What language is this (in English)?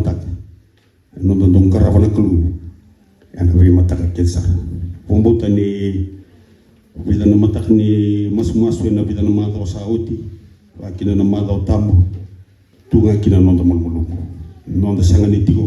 Fijian